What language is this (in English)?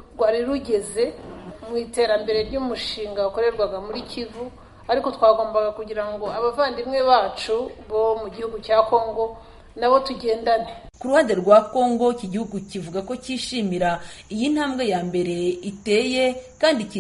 Kinyarwanda